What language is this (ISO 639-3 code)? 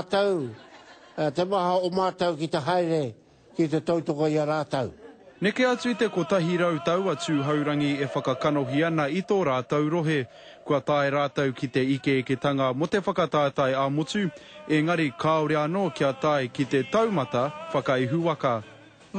mri